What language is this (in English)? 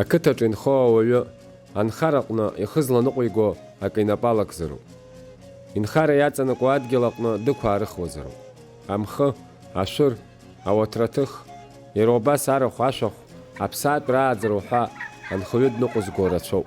Abkhazian